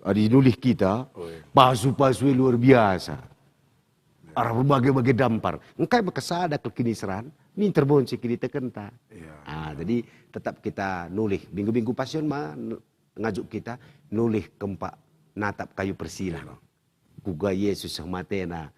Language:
Batak Karo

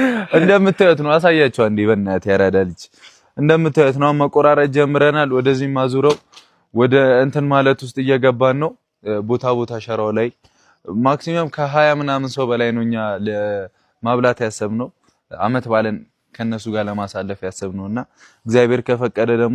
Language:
Amharic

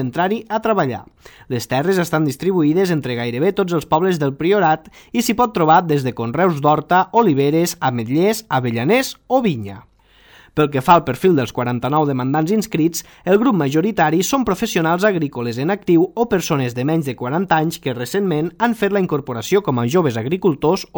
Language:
Catalan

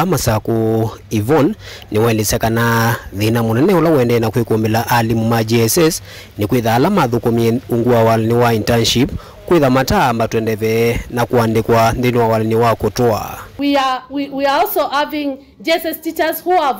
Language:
Kamba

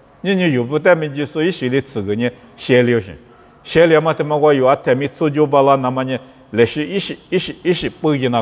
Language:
Lisu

